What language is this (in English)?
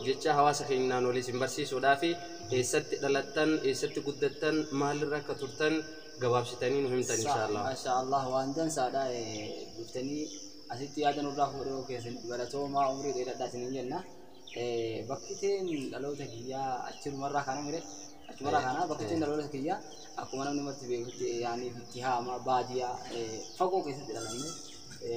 Oromo